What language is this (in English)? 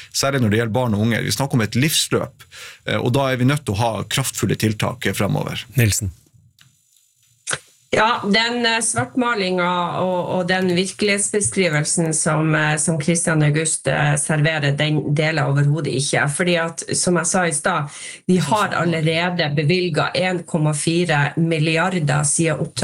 Norwegian